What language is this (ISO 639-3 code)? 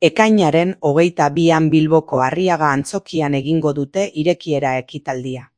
eus